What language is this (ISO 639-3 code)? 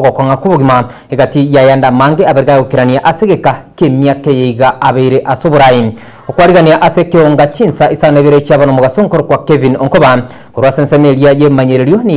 guz